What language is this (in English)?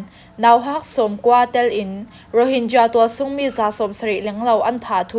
Falam Chin